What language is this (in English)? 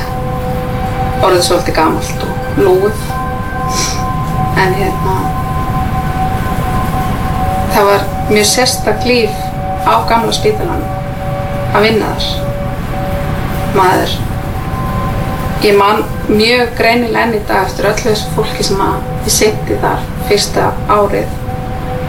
Icelandic